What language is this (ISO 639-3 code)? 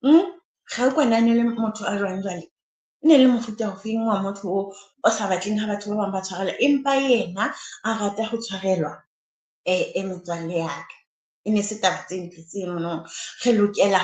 sot